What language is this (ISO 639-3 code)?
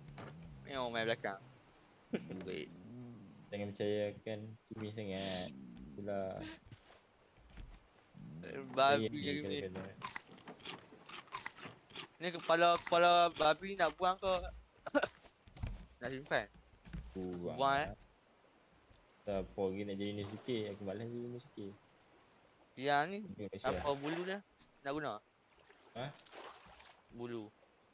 msa